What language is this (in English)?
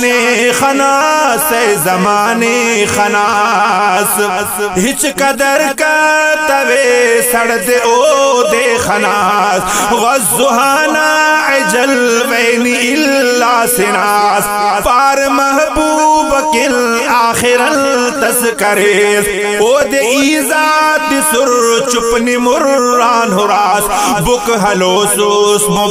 Brahui